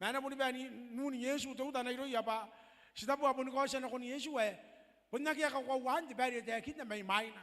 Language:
Gilbertese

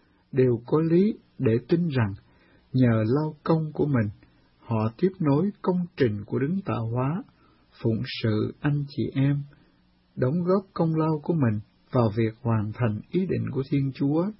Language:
Vietnamese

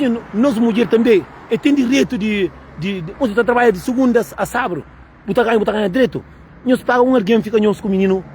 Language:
Kabuverdianu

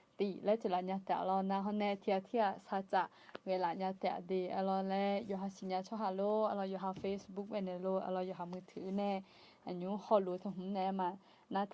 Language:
Akha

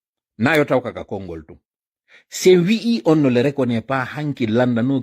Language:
Pular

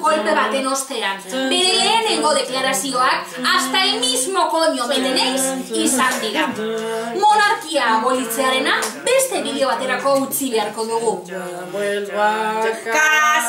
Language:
Basque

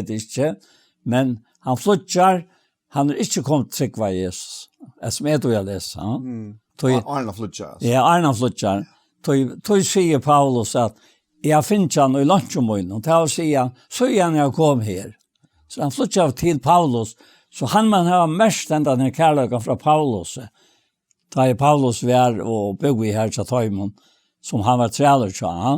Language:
Faroese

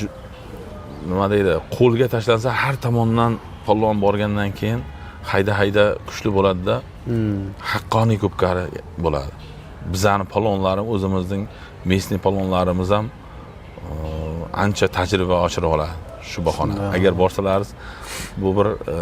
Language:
Uzbek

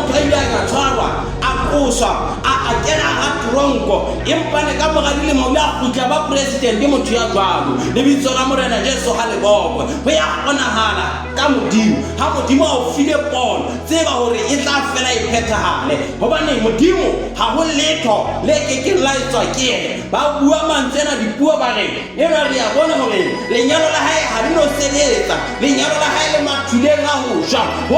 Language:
Southern Sotho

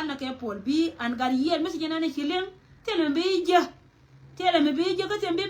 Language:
Nuer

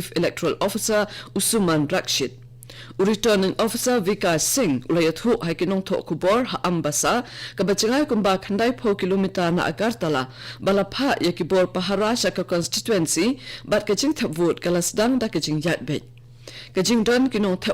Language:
Khasi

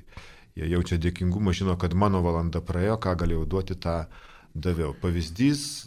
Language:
Lithuanian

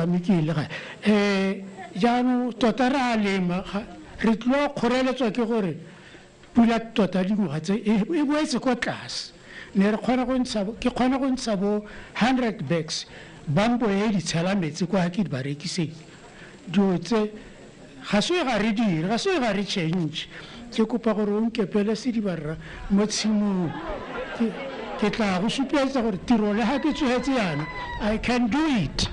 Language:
Tswana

